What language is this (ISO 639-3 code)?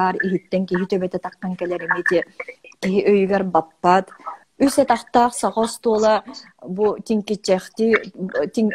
sah